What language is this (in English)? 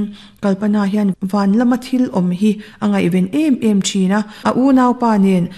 Mizo